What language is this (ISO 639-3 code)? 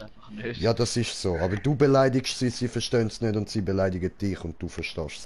gsw